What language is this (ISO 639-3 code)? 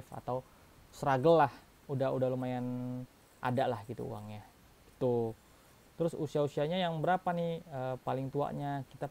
ind